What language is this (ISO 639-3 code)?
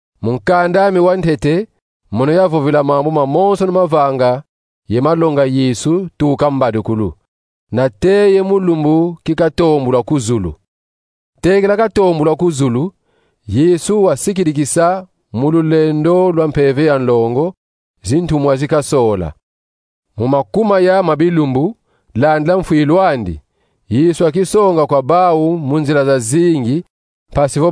kon